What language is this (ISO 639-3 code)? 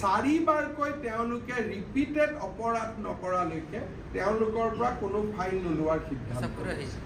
asm